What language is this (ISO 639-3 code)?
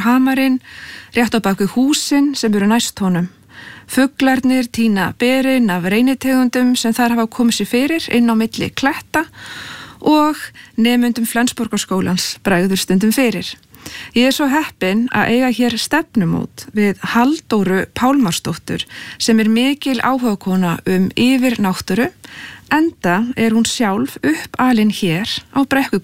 isl